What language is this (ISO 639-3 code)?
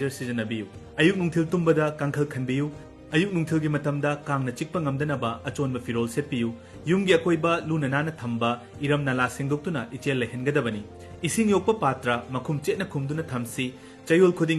mni